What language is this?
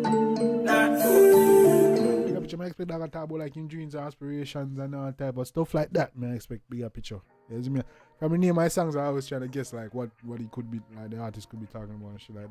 Jamaican Creole English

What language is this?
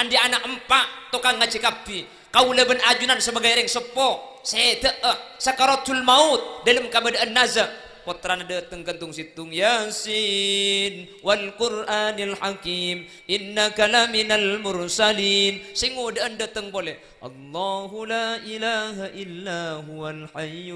Madurese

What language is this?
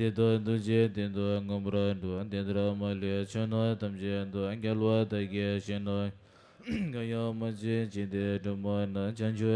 Tibetan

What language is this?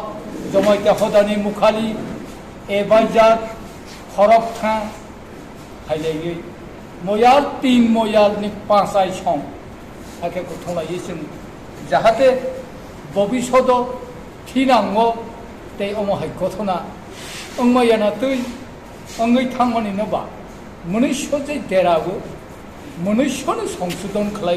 Riang (India)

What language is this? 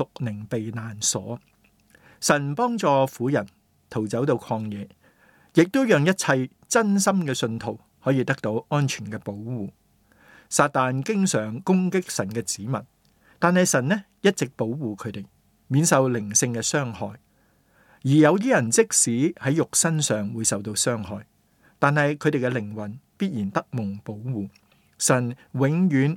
Cantonese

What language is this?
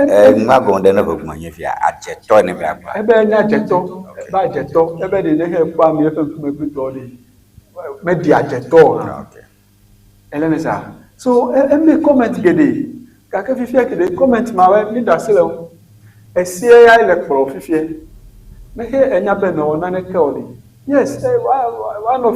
Ewe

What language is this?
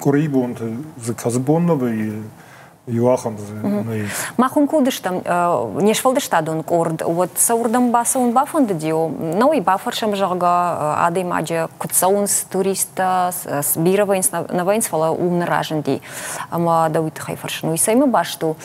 Ossetic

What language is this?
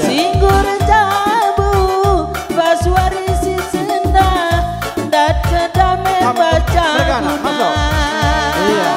Batak Karo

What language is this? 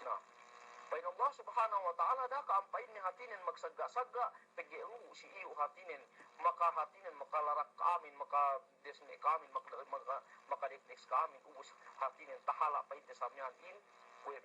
Yakan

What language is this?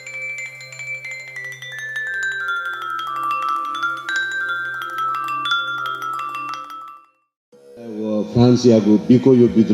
Newari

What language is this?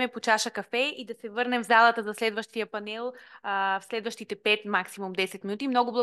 Bulgarian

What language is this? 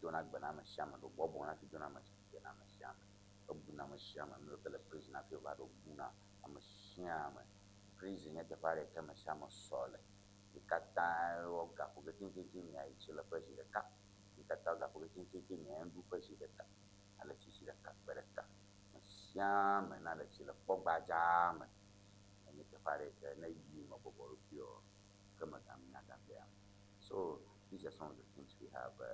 Ewe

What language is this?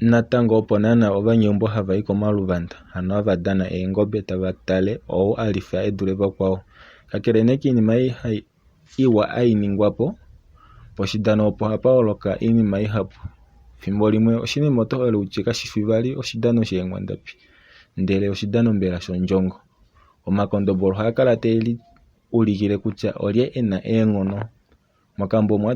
Kuanyama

